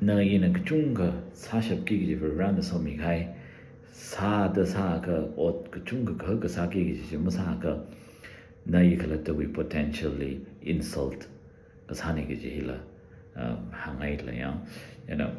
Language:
Tangkhul Naga (India)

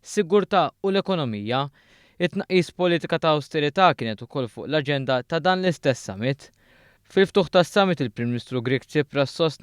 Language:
Maltese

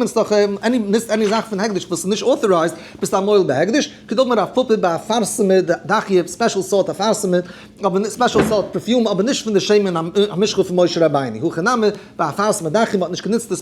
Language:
Yiddish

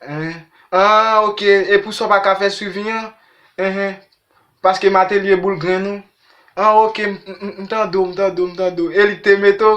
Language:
Haitian Creole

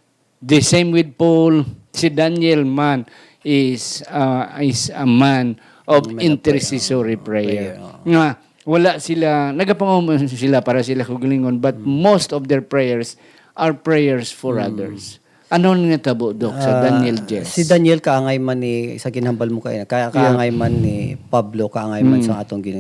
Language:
Hiligaynon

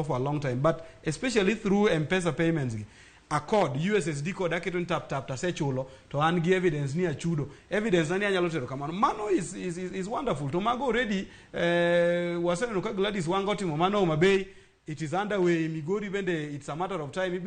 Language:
Luo (Kenya and Tanzania)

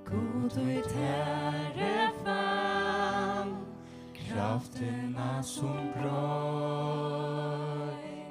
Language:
Faroese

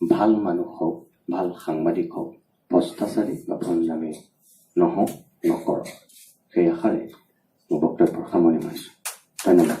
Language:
Assamese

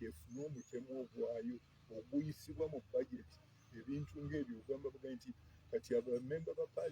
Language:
Ganda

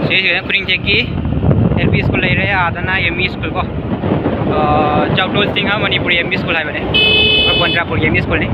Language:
Manipuri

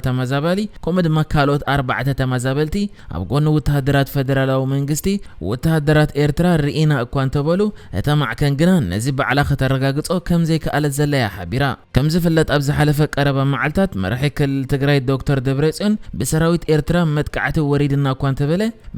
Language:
Tigrinya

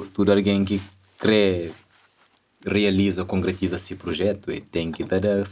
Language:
Kabuverdianu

